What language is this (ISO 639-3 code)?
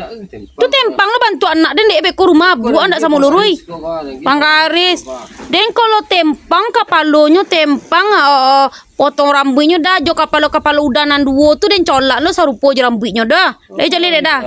min